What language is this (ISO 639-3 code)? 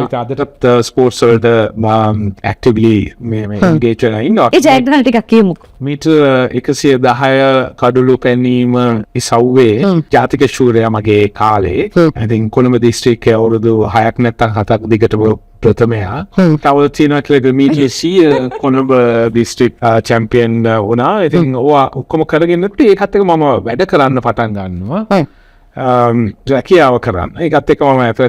sin